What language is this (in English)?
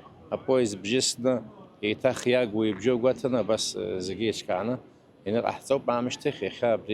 Abkhazian